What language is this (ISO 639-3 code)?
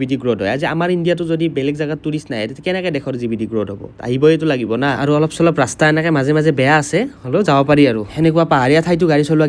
asm